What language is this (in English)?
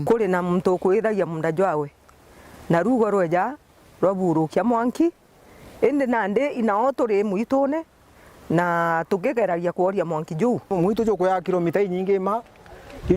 Meru